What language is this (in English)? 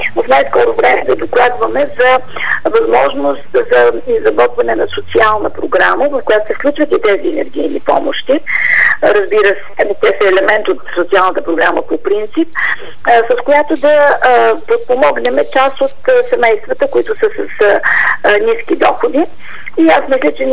Bulgarian